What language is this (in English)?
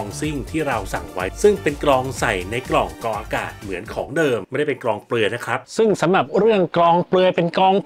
Thai